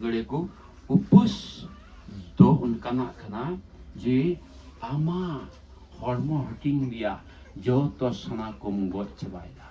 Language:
Santali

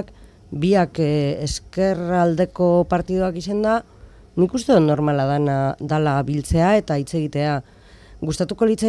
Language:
Basque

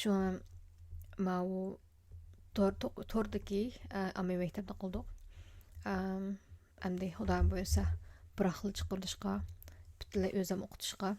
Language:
Uyghur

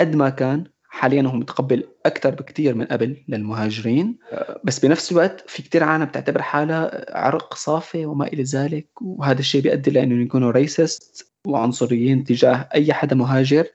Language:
North Levantine Arabic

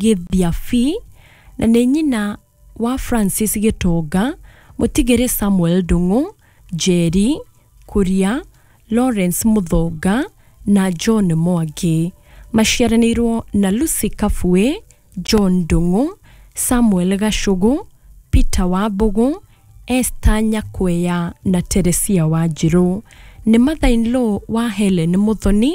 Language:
Kikuyu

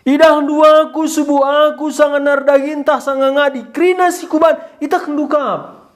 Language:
Batak Karo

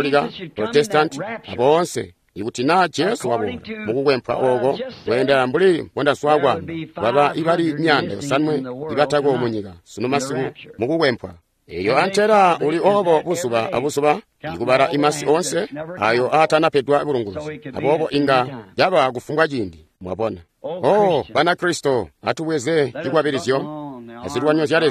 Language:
Tonga (Zambia)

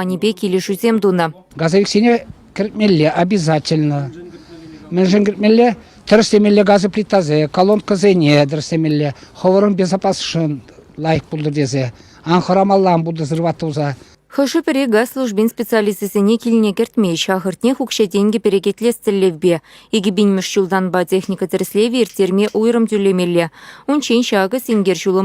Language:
Chuvash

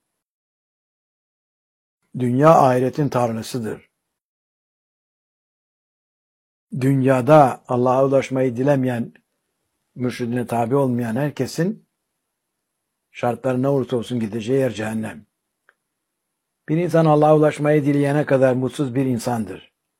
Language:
Turkish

